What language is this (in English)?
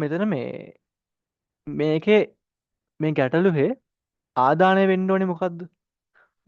Sinhala